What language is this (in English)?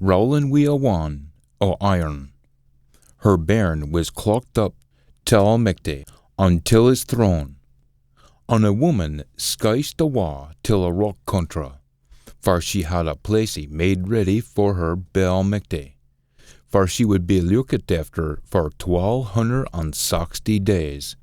Scots